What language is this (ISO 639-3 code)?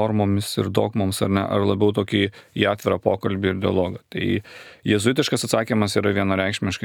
lit